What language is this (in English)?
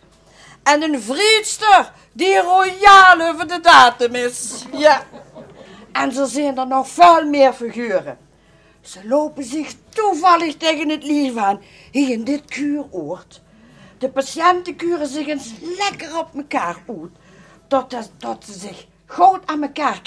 Limburgish